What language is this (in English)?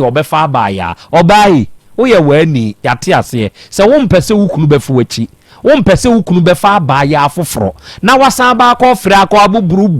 Akan